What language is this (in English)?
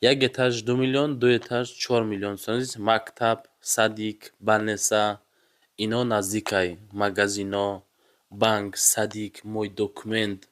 Tajik